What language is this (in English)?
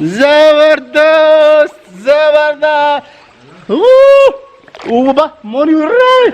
Brahui